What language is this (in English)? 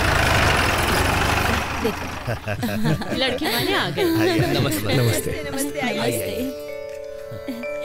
Hindi